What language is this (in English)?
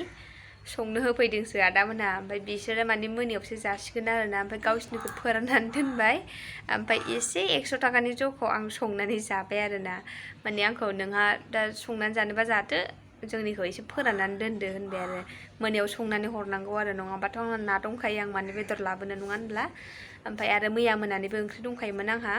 Bodo